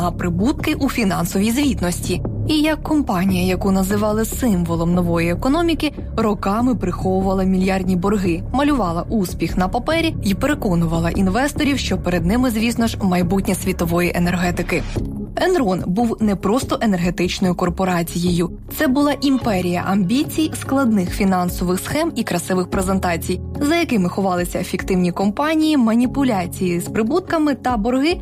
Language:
Ukrainian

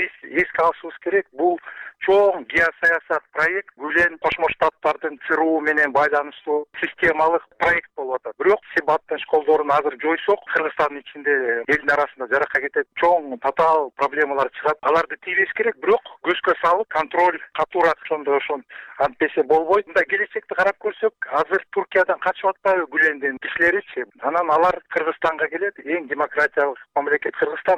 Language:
Kyrgyz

